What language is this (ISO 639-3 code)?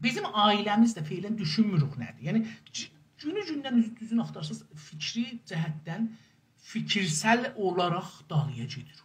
azb